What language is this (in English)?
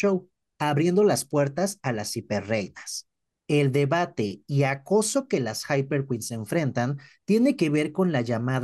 Spanish